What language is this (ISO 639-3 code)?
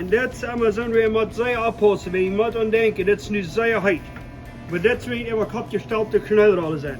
pdt